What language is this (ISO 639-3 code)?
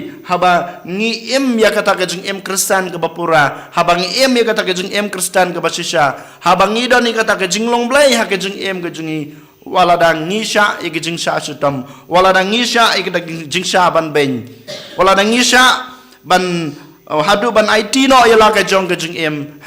kha